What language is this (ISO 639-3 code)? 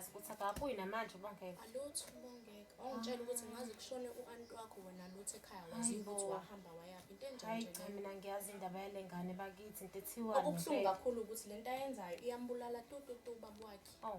zul